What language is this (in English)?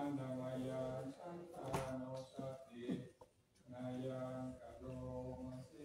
Pali